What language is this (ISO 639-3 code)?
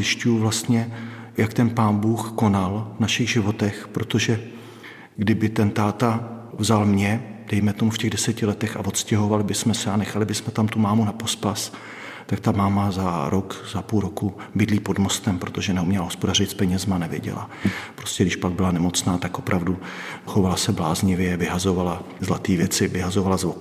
ces